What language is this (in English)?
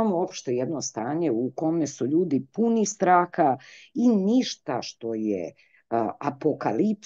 Serbian